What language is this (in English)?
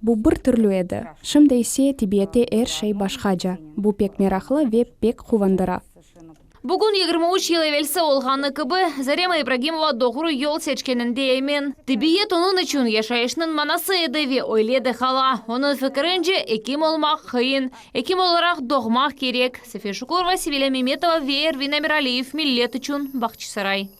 Crimean Tatar